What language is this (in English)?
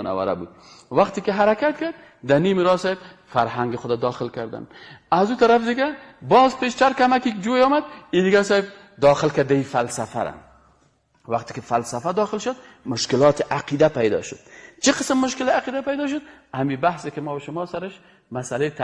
Persian